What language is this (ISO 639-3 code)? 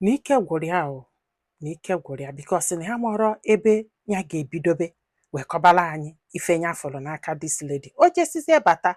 ibo